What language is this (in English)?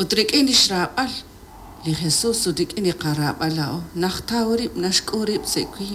Kekchí